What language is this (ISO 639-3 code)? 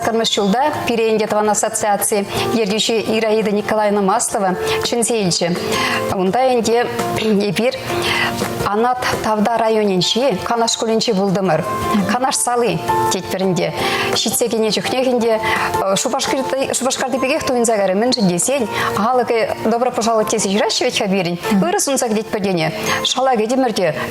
chv